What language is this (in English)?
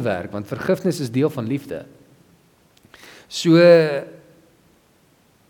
Afrikaans